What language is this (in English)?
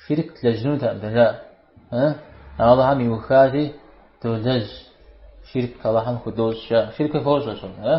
Kabardian